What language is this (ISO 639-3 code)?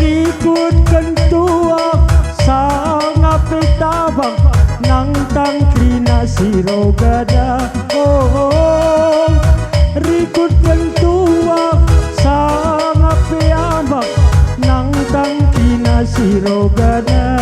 btx